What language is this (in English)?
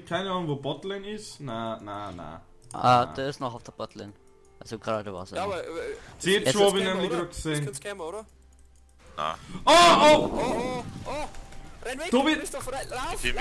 Bavarian